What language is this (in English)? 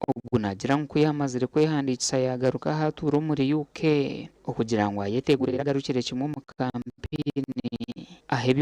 Nyankole